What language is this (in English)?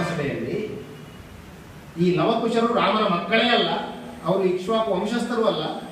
Kannada